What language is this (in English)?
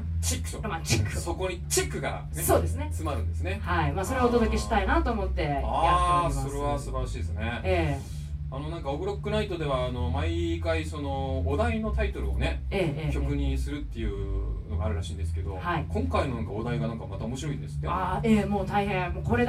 Japanese